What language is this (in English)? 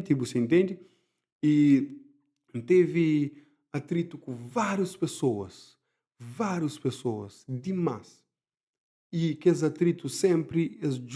Kabuverdianu